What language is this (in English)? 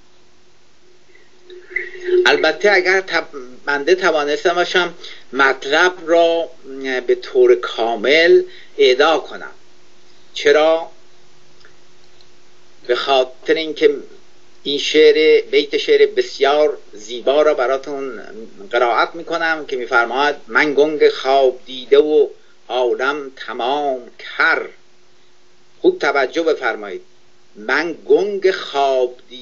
Persian